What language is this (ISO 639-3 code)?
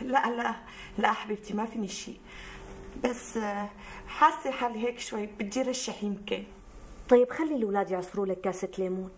apc